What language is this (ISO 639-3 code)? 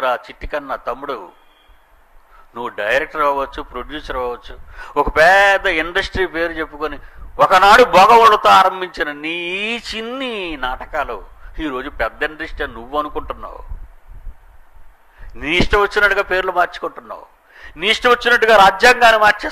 tel